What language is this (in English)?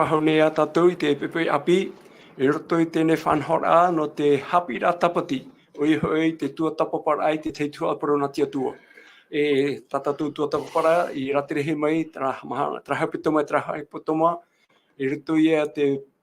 Tahitian